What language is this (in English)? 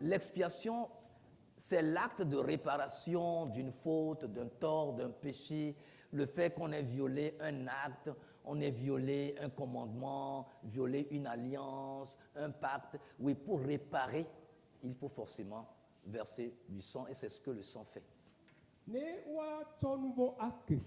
Ewe